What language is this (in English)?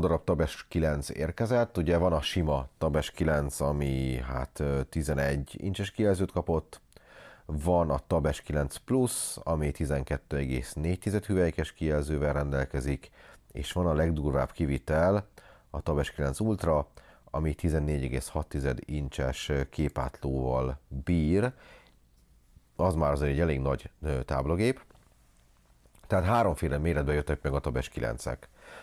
Hungarian